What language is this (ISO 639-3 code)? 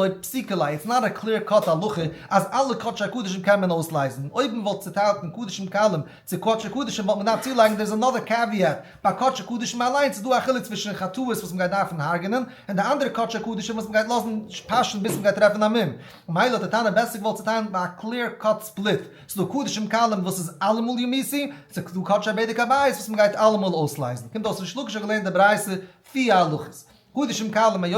yid